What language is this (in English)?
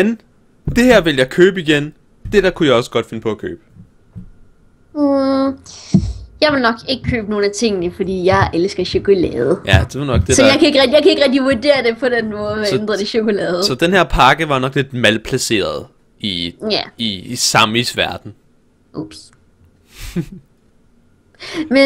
Danish